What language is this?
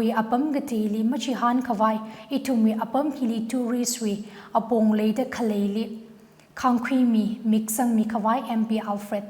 Tangkhul Naga (India)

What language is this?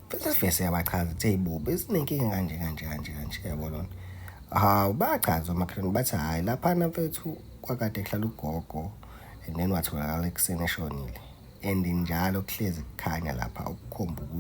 Zulu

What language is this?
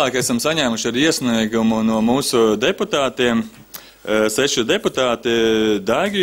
Latvian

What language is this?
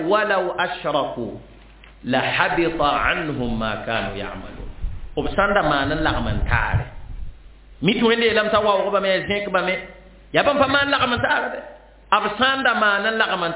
Mossi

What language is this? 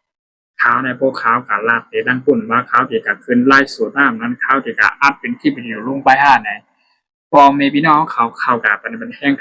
Shan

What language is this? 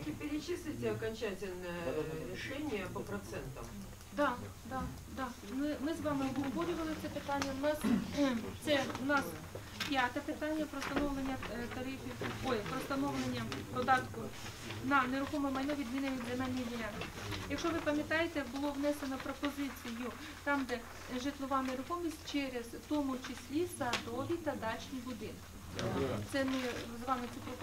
Ukrainian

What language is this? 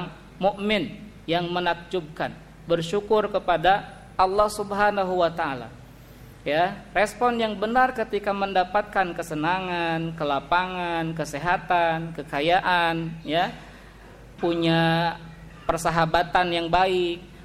Indonesian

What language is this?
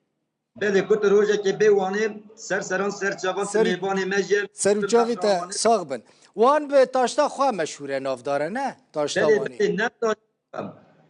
Kurdish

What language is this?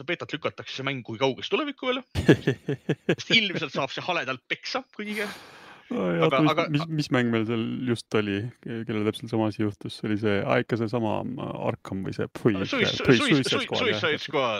Estonian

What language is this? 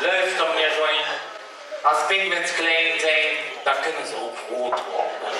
Limburgish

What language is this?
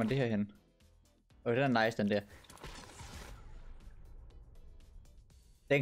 Danish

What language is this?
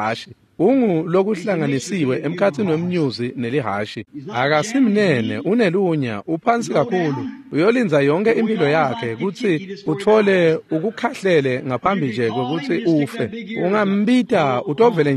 Swati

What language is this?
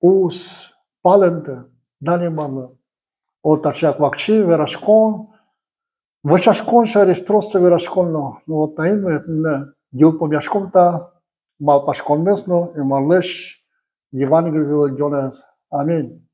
Udmurt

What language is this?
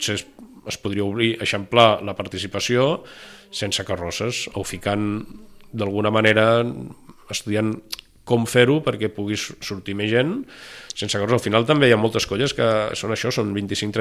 Catalan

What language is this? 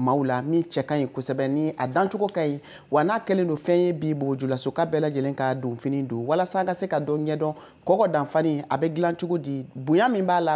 Bambara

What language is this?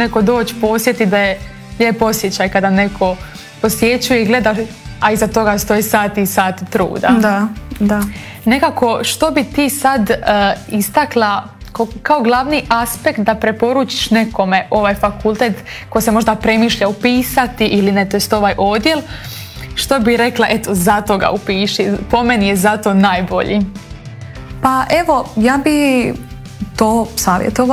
Croatian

